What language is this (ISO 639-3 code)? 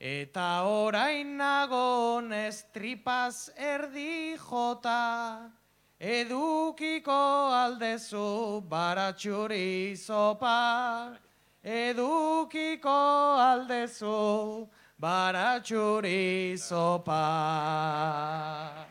eus